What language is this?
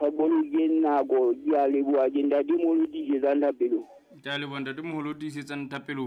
Southern Sotho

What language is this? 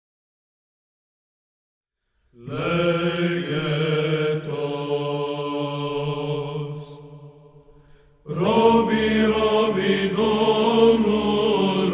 Romanian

